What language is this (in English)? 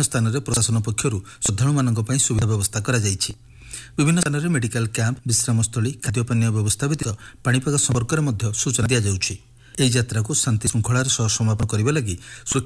Odia